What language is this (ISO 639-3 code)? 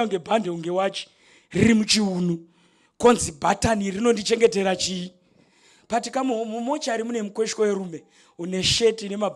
sna